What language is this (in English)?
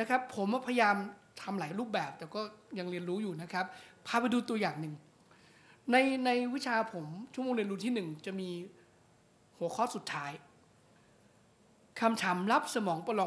Thai